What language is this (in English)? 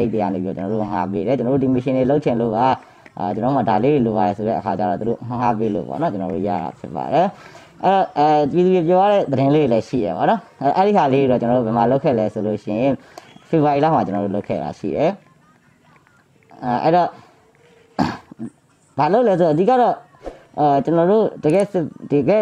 Burmese